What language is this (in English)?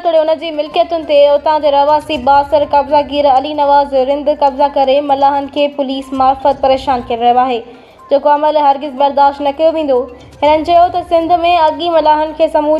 Sindhi